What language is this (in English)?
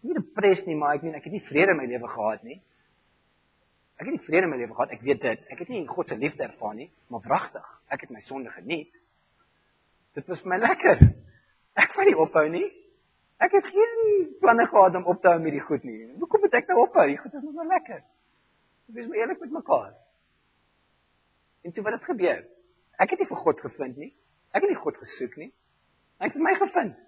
Afrikaans